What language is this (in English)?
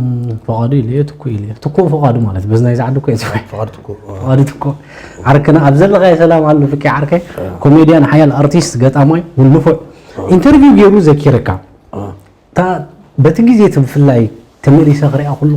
Tigrinya